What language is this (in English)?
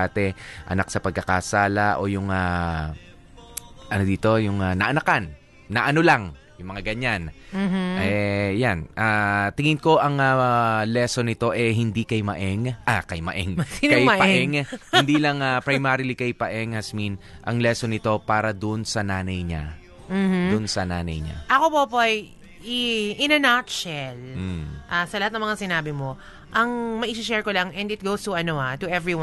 Filipino